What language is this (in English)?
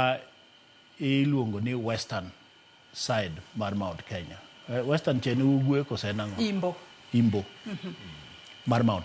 Luo (Kenya and Tanzania)